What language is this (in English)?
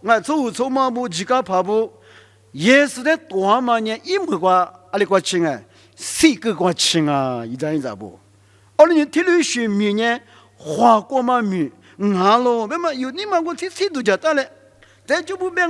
Lisu